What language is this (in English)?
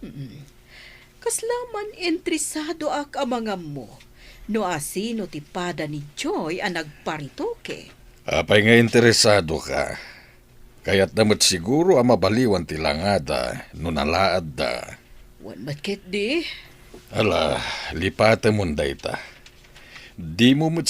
Iloko